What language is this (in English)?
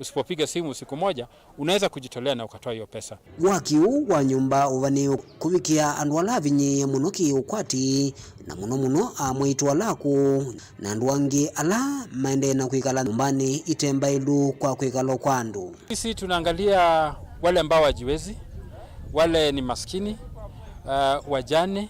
Kamba